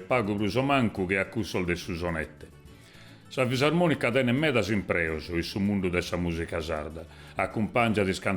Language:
Sardinian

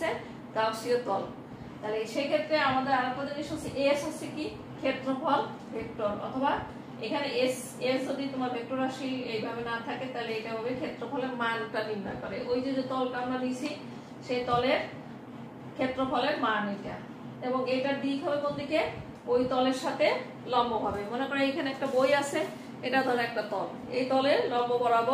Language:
Bangla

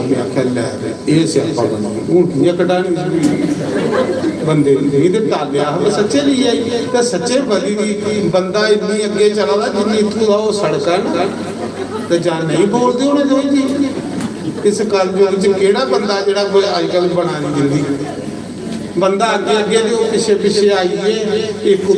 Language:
Dogri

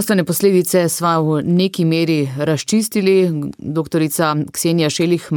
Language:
Slovenian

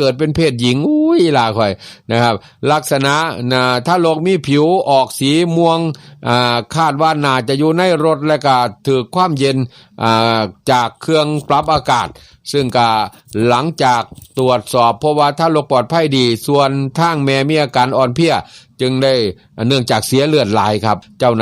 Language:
Northeastern Thai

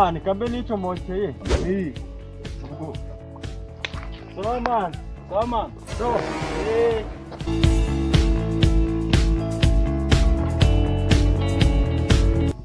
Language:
Kinyarwanda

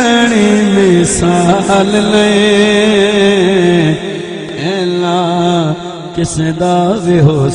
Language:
Saraiki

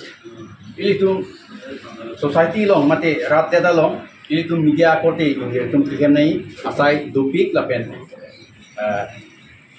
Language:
Karbi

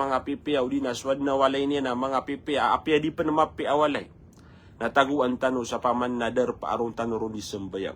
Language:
Maranao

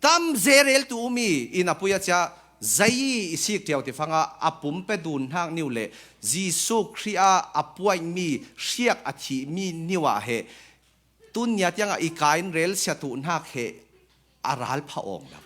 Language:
Falam Chin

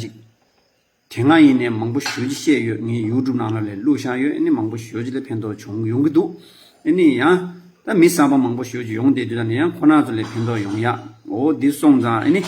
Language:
Tibetan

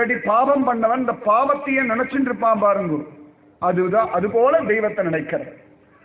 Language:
Tamil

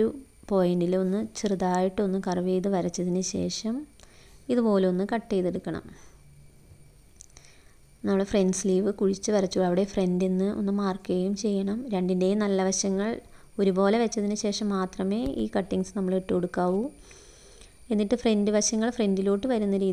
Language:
Malayalam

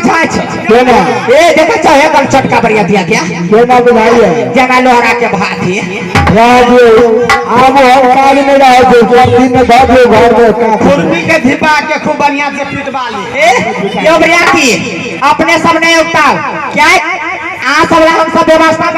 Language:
Maithili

